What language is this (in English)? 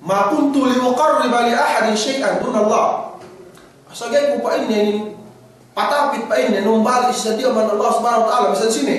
Yakan